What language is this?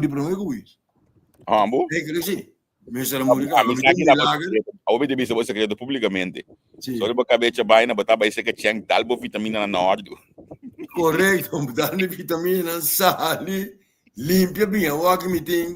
Papiamento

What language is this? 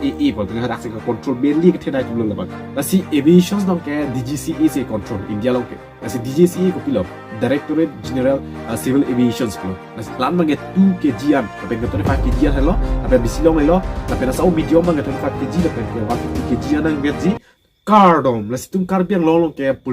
Karbi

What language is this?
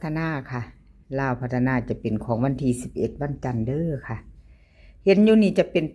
Northeastern Thai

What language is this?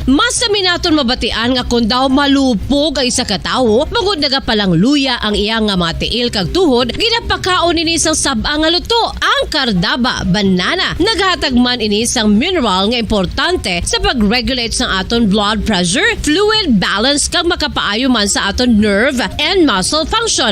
Hiligaynon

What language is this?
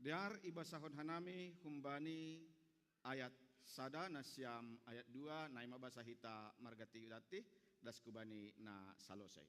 Batak Simalungun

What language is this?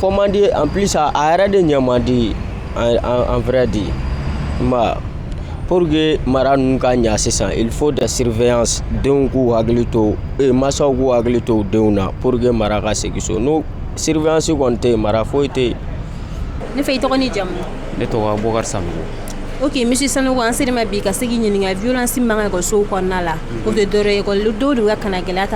Bambara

